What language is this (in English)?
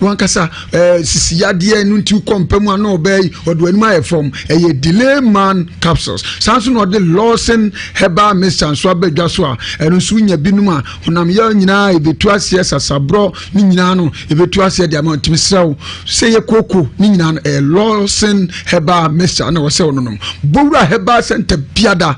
Akan